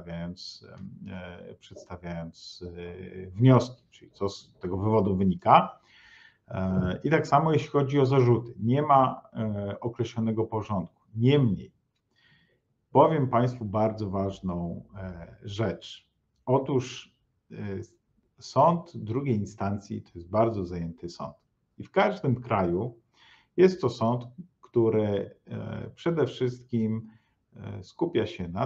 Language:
Polish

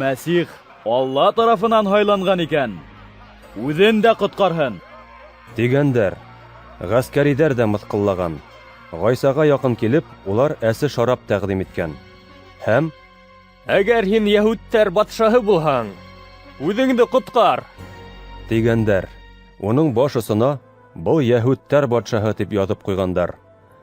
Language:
Bashkir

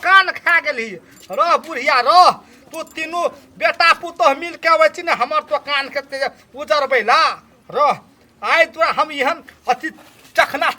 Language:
Maithili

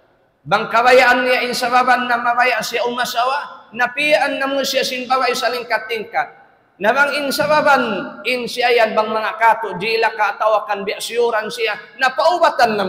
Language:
Tausug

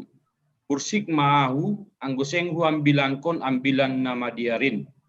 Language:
Batak Simalungun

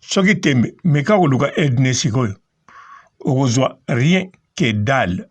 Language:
Lingala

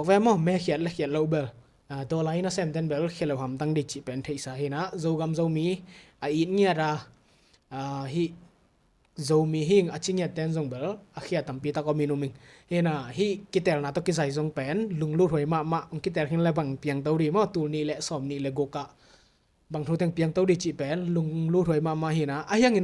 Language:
Tedim Chin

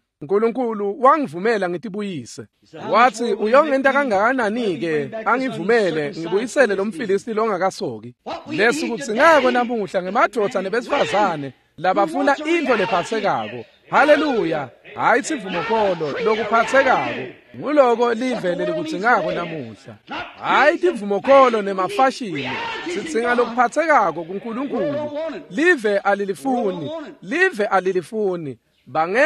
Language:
Swati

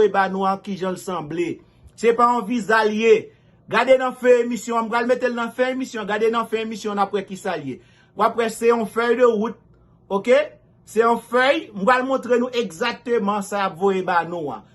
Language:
Haitian Creole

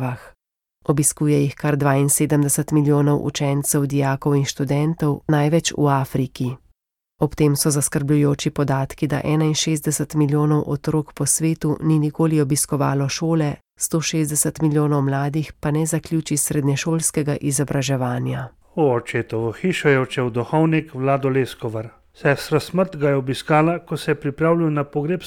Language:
Slovenian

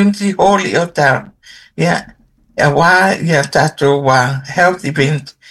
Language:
Samoan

